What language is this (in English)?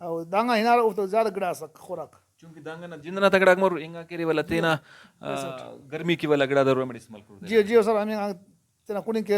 Brahui